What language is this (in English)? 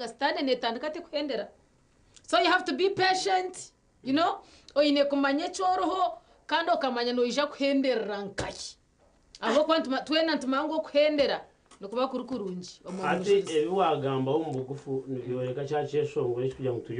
Nyankole